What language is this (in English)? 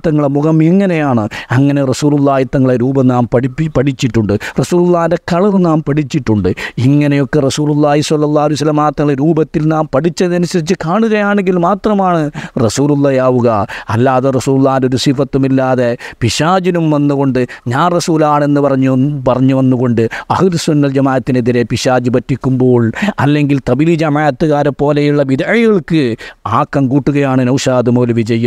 Malayalam